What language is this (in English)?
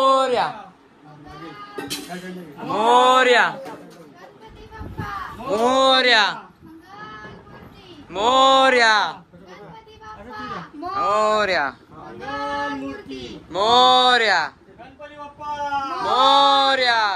Marathi